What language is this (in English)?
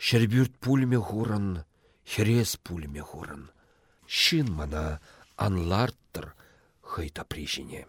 Chuvash